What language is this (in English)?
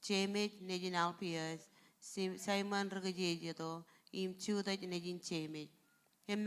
Marshallese